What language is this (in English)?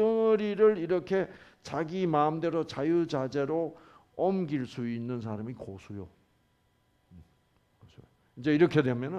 Korean